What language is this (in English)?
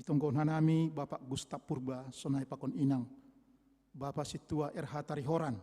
Batak Simalungun